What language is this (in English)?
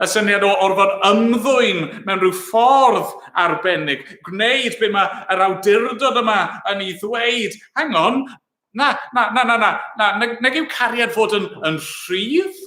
Welsh